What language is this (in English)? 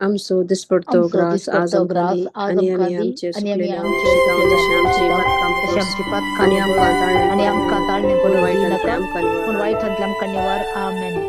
Konkani